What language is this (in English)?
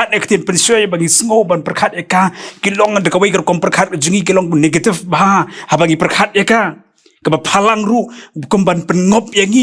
Khasi